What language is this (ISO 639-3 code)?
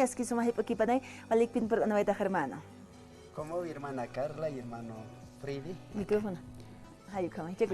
aym